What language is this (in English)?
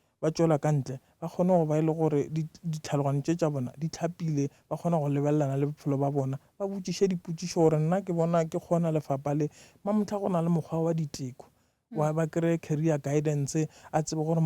Northern Sotho